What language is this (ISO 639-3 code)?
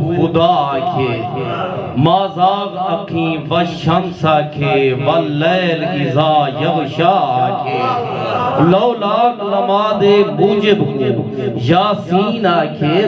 skr